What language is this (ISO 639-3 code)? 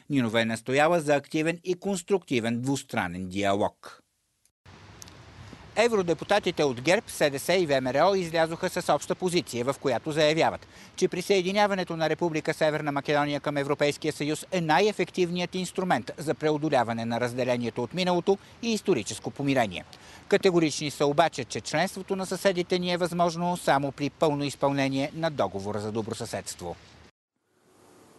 bul